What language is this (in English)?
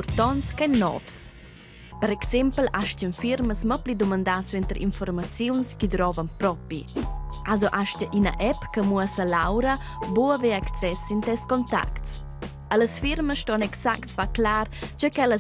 Romansh